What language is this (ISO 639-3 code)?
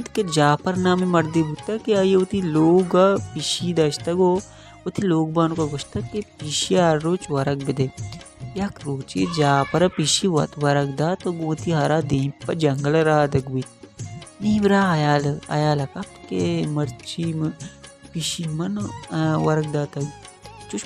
bal